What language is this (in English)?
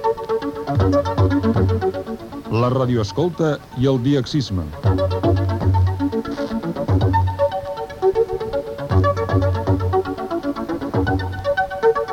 Catalan